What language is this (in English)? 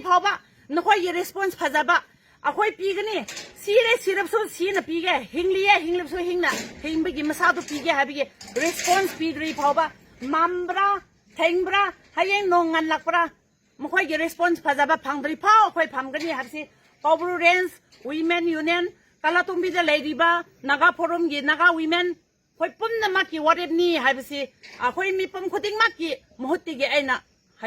Manipuri